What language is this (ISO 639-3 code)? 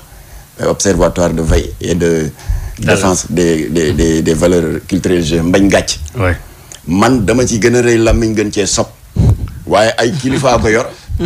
wol